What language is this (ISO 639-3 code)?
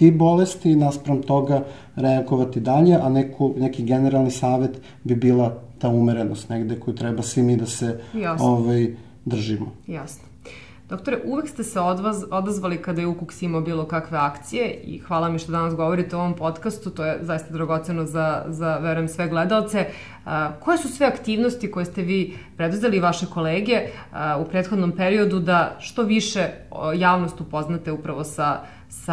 srp